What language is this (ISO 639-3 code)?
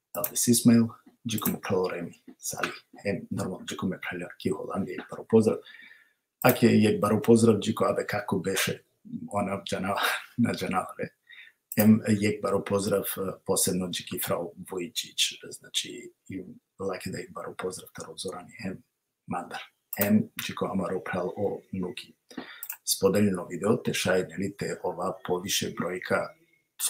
rmn